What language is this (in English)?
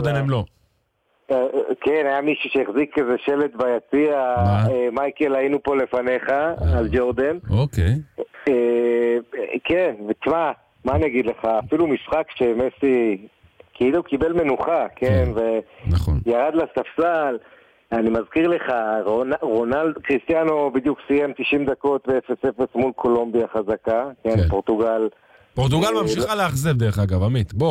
Hebrew